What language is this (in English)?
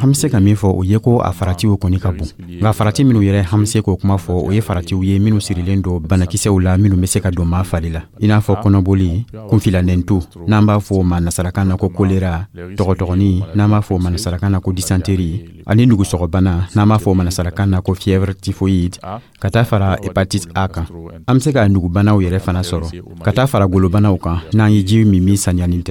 Dyula